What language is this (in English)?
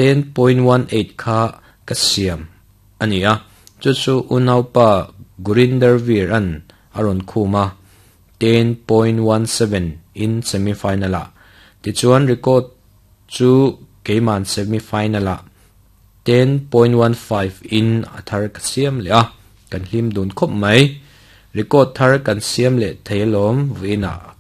Mizo